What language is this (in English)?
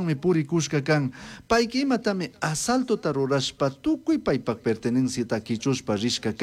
Chimborazo Highland Quichua